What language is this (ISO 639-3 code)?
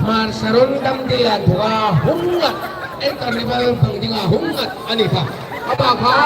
hmr